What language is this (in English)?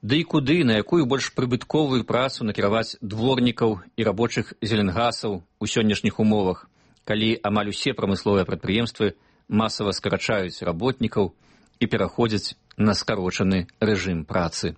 Belarusian